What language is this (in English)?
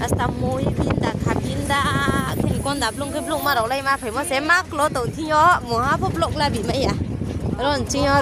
Riang (India)